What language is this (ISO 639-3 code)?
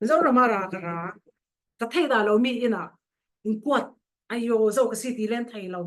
cfm